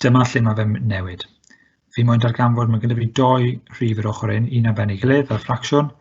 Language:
Welsh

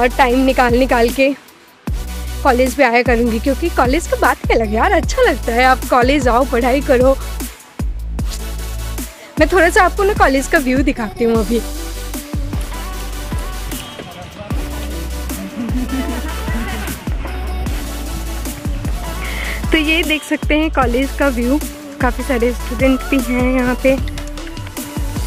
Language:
Hindi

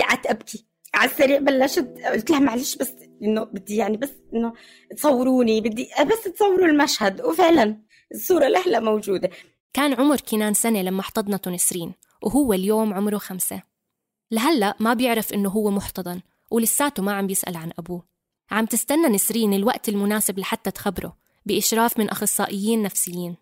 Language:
North Levantine Arabic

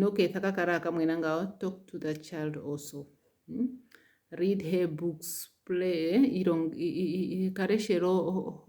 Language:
Ndonga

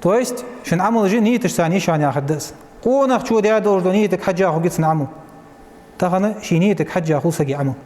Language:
Ingush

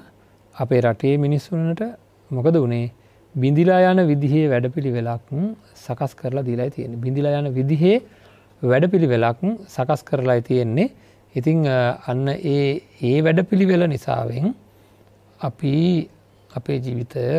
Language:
Sinhala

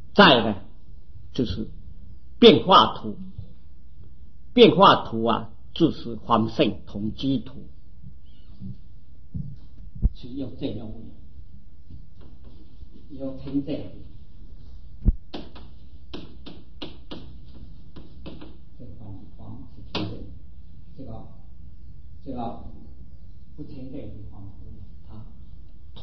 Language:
Chinese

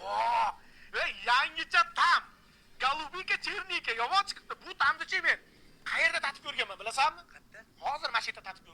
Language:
Uzbek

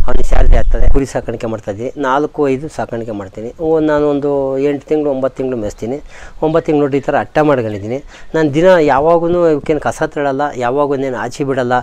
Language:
Kannada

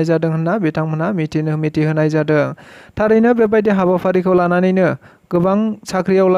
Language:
Bodo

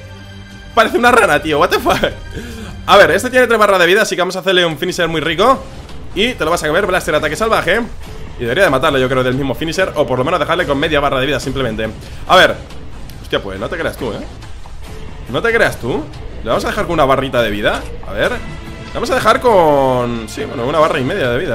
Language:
Spanish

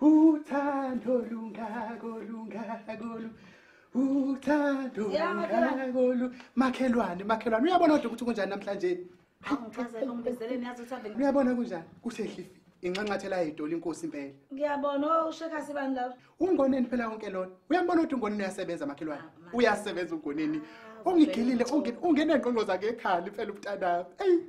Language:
Zulu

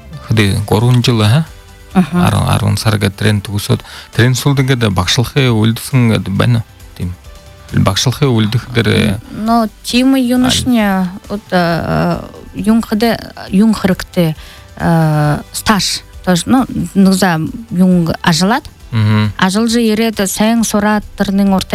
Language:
Buriat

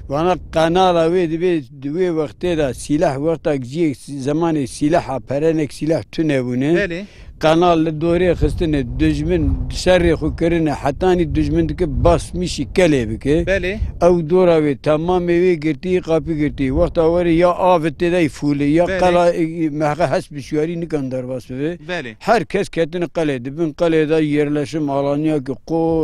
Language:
Kurdish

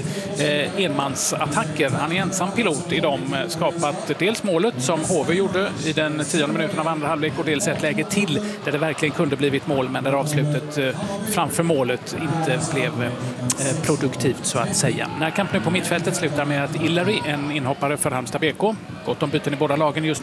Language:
Swedish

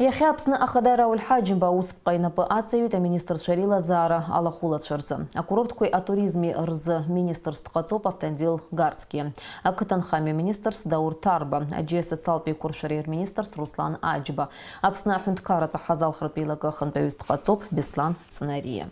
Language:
Abkhazian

